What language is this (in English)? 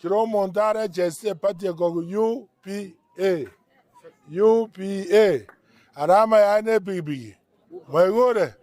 Gusii